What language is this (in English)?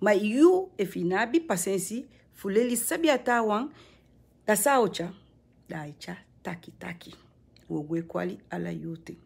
Sranan Tongo